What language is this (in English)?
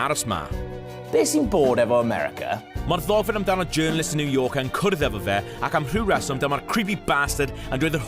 Welsh